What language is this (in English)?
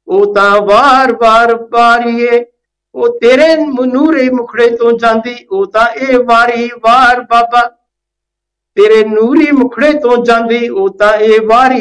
Punjabi